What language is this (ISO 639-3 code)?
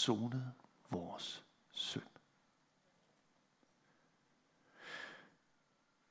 dan